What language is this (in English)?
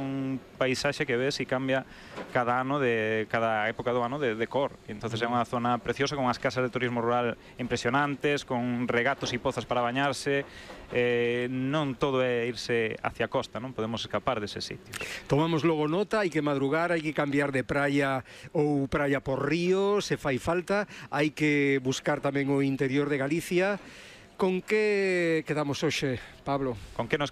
Galician